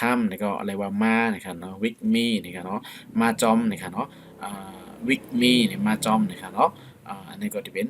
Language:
Shan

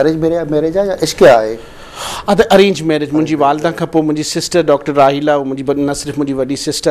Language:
Sindhi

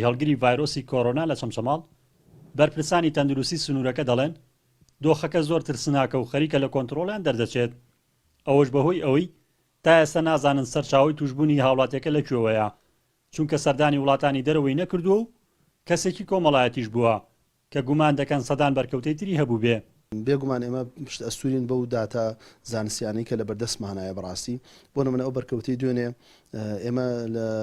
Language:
Central Kurdish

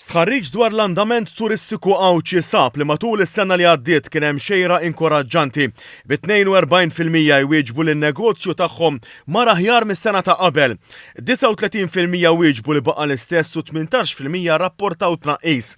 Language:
Maltese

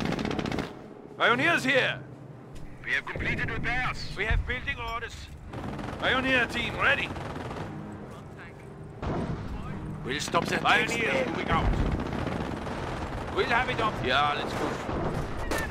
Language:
English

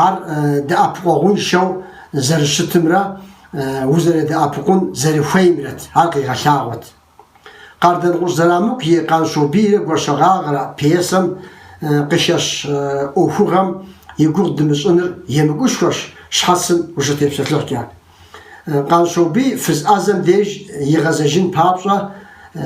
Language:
Kabardian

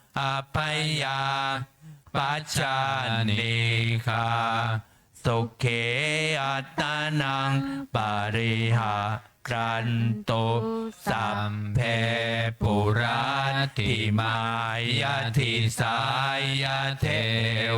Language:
Pali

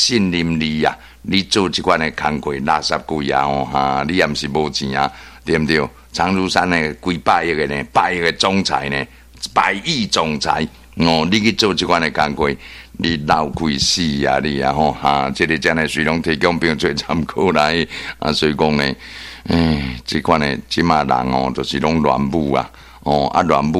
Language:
Min Nan Chinese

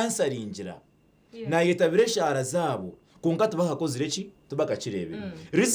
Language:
Nyankole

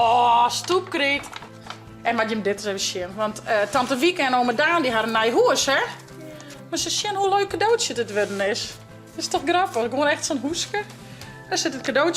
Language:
Western Frisian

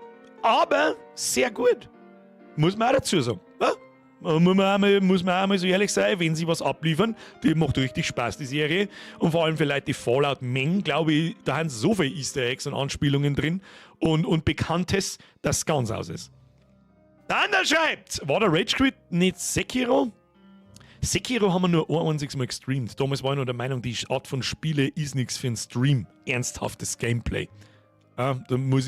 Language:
Bavarian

